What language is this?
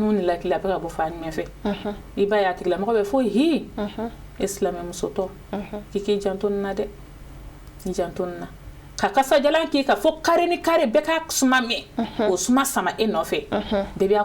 Bambara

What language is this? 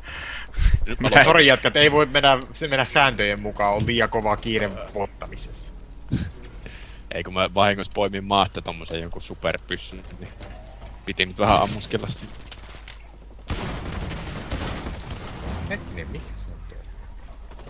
Finnish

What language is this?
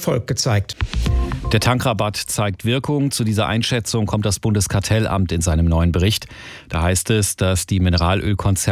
German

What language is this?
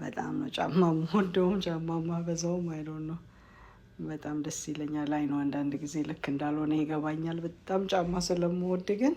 Amharic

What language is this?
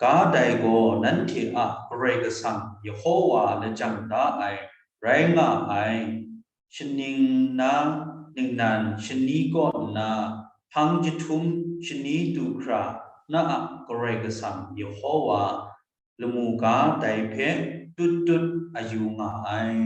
Kachin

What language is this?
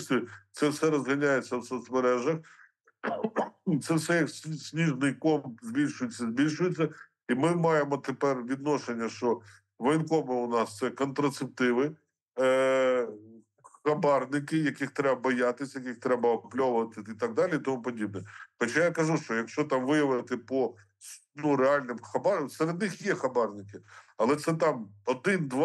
Ukrainian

